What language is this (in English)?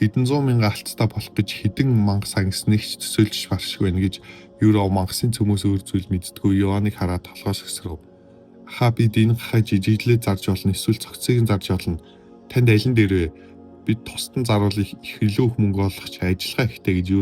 Mongolian